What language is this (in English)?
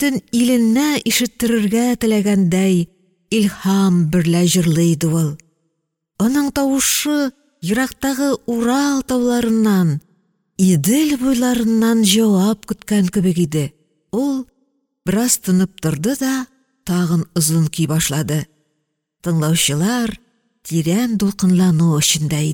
Tatar